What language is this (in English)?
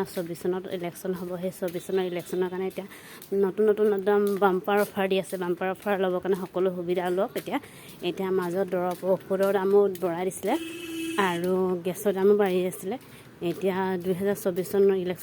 Assamese